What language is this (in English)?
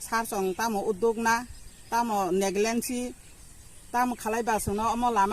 Kok Borok